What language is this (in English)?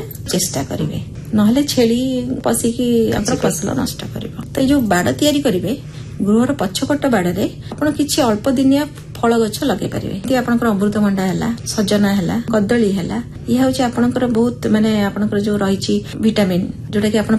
Odia